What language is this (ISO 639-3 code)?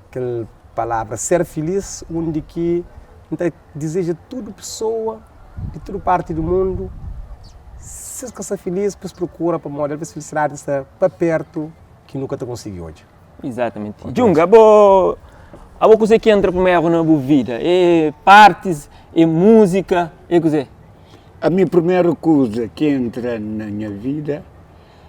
kea